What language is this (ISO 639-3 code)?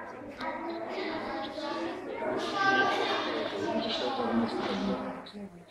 ces